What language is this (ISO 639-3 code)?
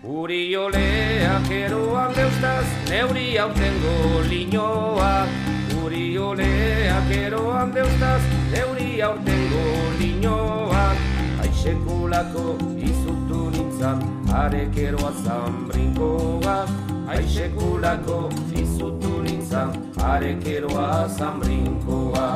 eus